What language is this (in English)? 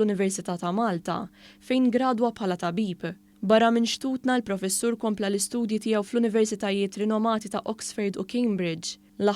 Maltese